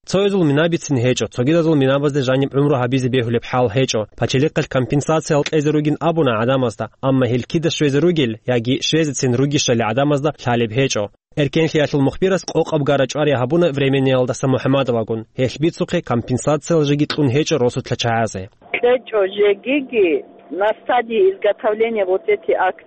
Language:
Avaric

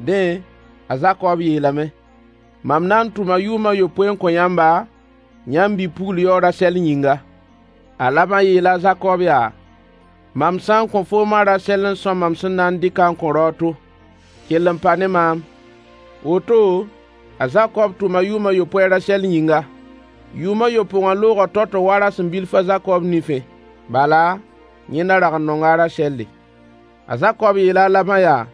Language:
Mossi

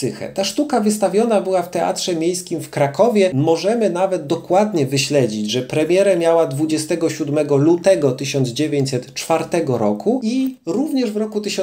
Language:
Polish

